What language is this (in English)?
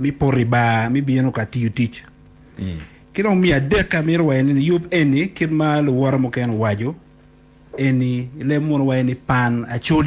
Acoli